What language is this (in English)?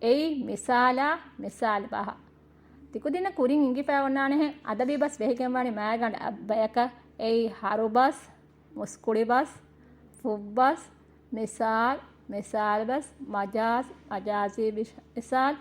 Divehi